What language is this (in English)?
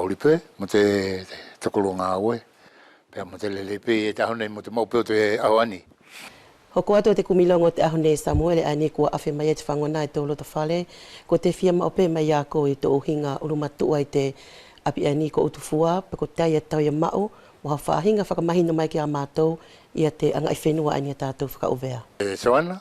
Wallisian